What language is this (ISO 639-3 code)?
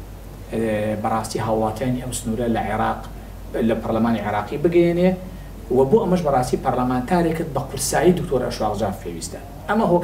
ckb